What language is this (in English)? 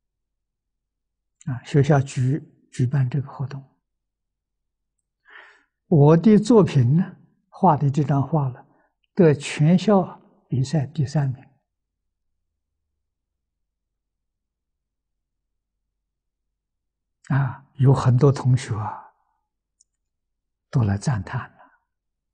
Chinese